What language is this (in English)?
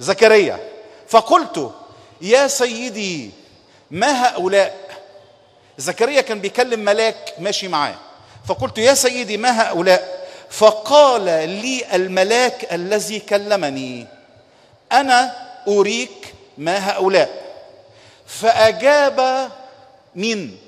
Egyptian Arabic